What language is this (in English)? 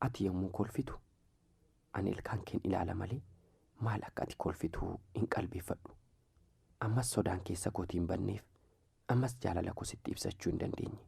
Oromo